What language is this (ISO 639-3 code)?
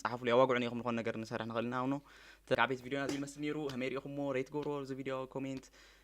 tir